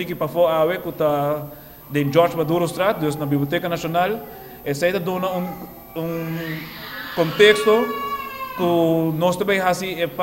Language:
Papiamento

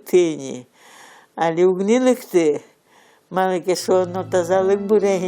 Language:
Udmurt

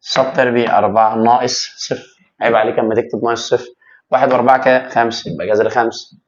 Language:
Egyptian Arabic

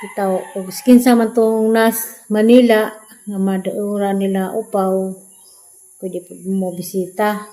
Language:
Cebuano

